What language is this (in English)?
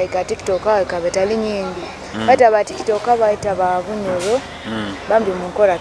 Nyoro